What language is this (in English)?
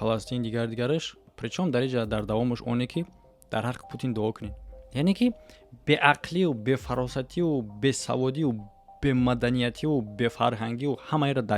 Tajik